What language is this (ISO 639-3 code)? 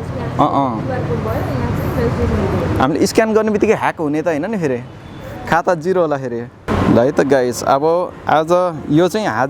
nep